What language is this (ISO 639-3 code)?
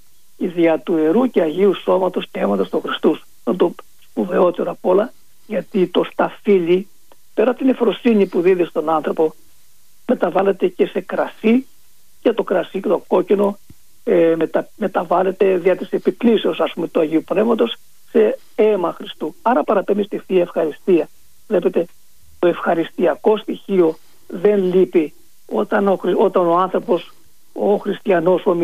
ell